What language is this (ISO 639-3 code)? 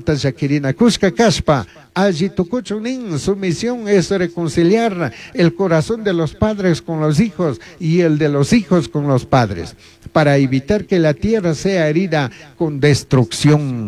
qug